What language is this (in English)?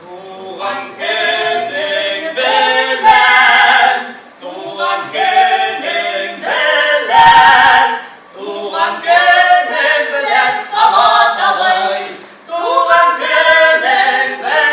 Tatar